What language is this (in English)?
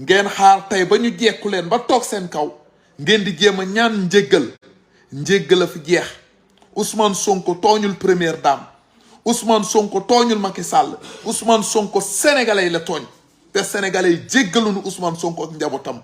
Wolof